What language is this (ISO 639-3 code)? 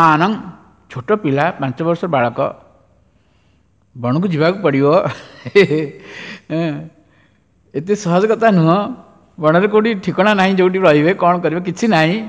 ori